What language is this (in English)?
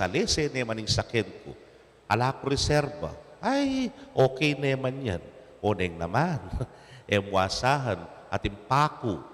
Pampanga